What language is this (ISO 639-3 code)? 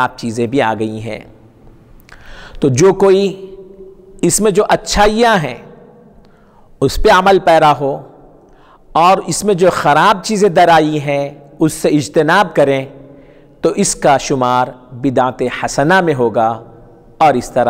urd